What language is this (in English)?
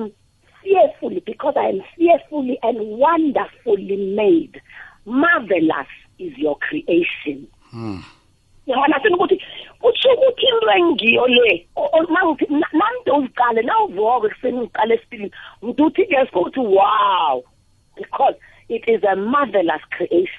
South Ndebele